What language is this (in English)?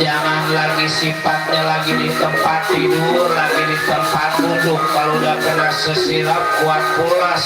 Betawi